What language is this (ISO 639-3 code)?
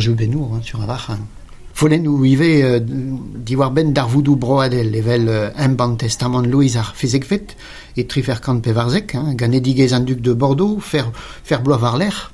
bre